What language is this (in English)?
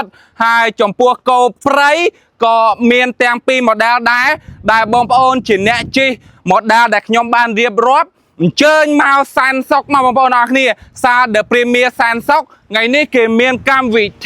Khmer